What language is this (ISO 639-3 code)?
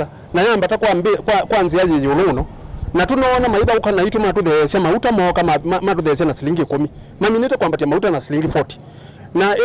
kam